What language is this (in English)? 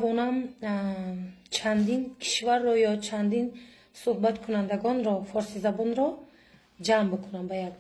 Tajik